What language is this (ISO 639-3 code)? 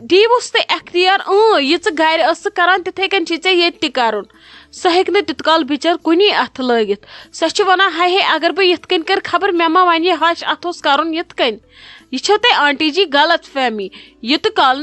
kas